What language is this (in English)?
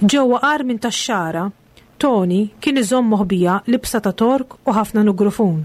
Maltese